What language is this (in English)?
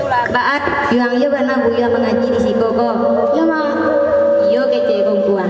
Minangkabau